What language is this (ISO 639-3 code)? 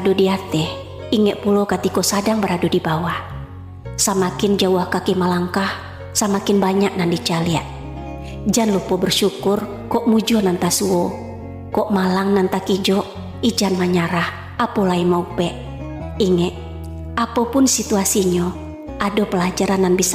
min